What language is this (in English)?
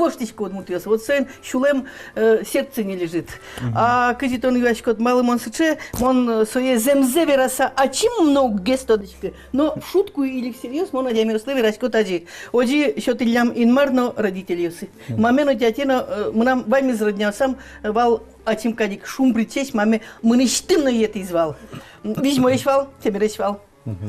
Udmurt